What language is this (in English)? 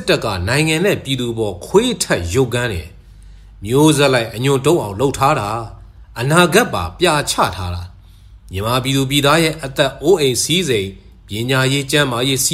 Burmese